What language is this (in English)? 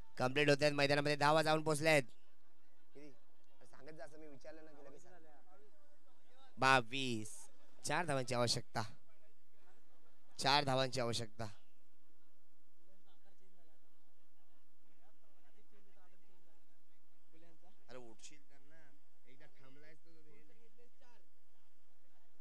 Marathi